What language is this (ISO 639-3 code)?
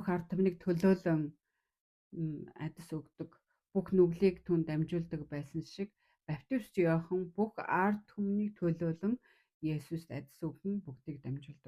mon